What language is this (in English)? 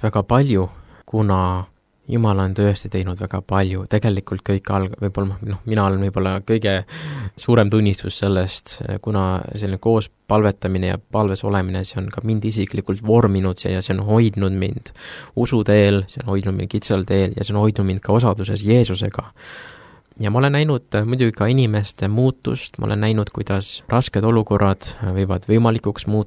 Estonian